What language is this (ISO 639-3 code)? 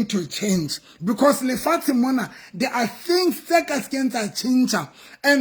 sot